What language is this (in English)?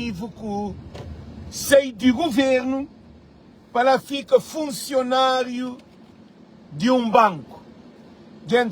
Kabuverdianu